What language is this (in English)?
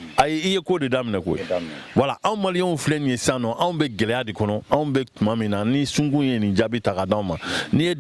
Bambara